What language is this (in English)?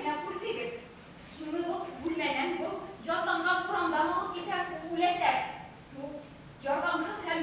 Bashkir